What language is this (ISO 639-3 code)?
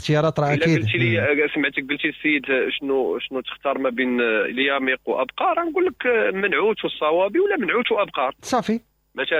ary